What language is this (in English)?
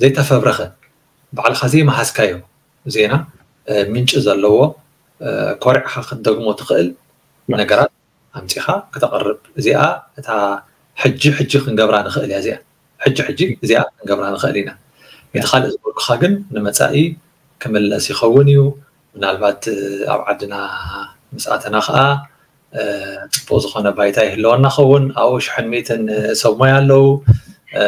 Tigrinya